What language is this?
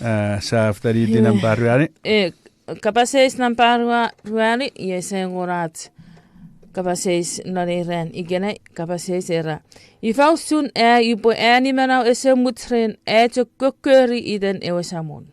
Chuukese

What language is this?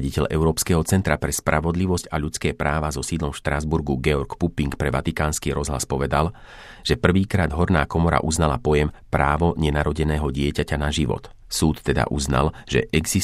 Slovak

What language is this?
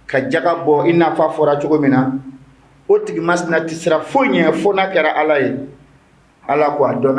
Bambara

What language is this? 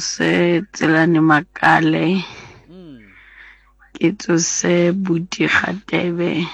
Southern Sotho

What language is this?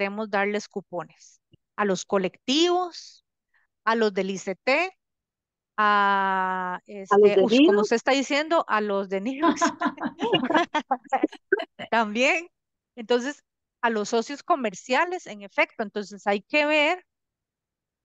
Spanish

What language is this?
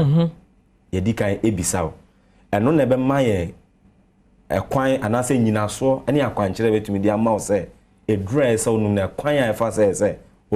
Akan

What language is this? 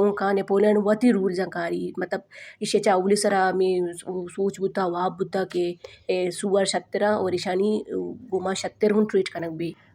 Baluchi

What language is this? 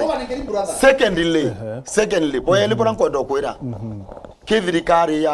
Meru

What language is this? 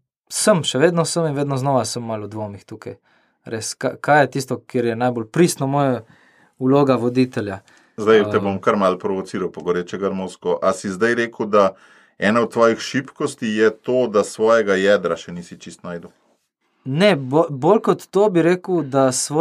Slovenian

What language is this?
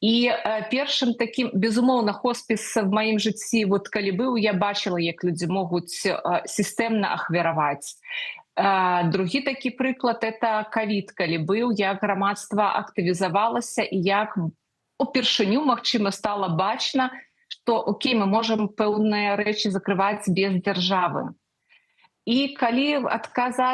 Belarusian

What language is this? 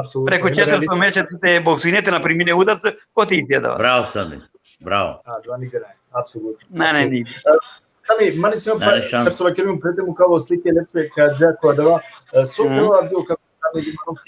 Balkan Romani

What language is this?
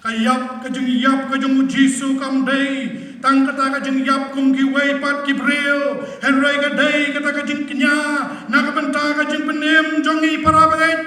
Khasi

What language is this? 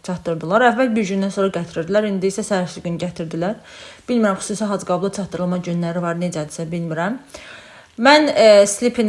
Azerbaijani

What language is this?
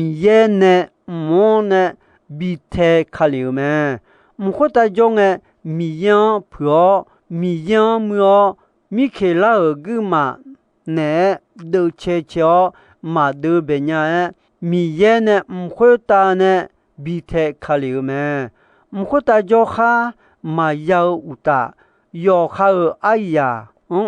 Akha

